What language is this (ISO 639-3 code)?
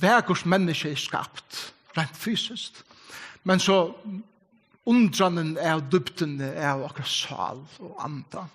fao